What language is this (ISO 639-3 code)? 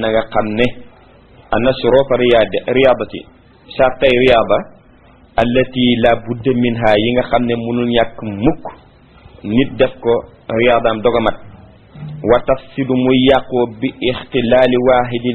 wol